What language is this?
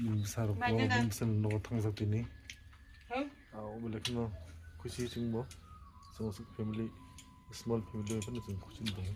Kok Borok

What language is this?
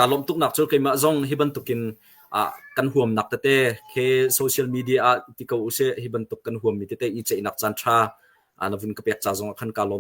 Hakha Chin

